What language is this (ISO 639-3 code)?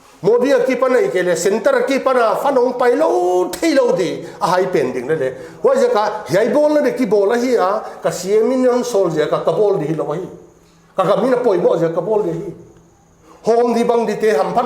pck